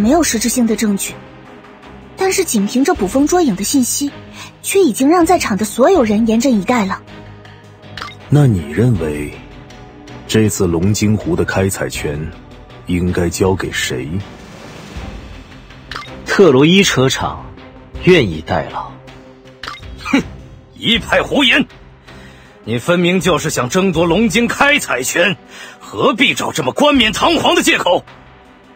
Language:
Chinese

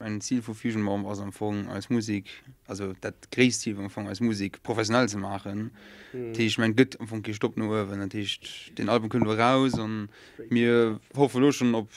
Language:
Luxembourgish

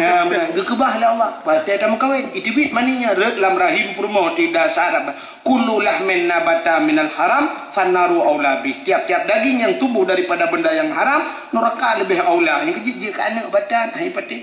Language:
Achinese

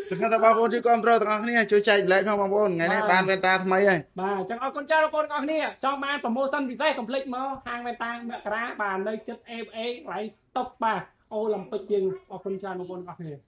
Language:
Khmer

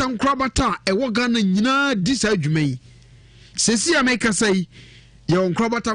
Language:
Akan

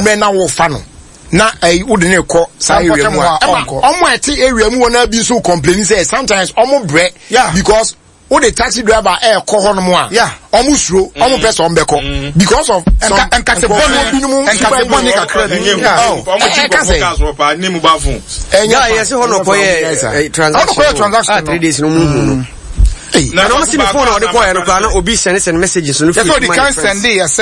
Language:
Akan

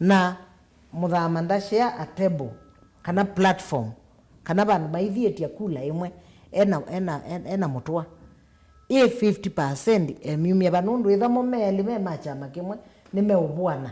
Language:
Kamba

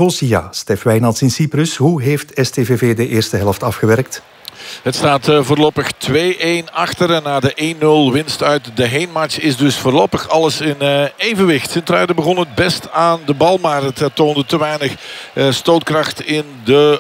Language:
Dutch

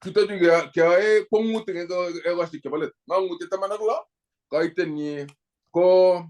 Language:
Kalenjin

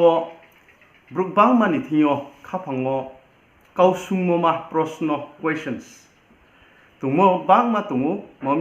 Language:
Riang (India)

